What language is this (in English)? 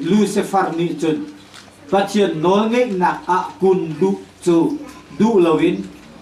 Hakha Chin